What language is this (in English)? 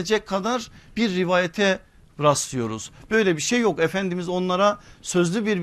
Turkish